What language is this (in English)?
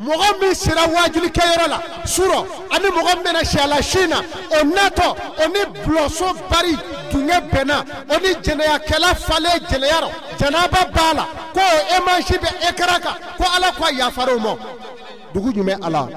Bambara